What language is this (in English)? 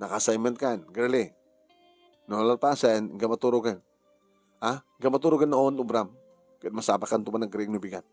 Iloko